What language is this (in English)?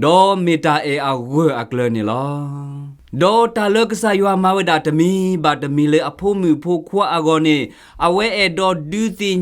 S'gaw Karen